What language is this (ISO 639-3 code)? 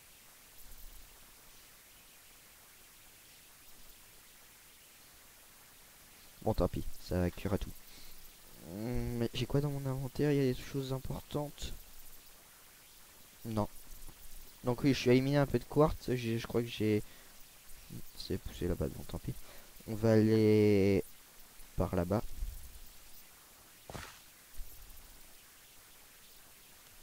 fra